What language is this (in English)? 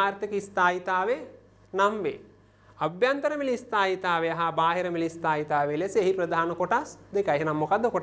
Sinhala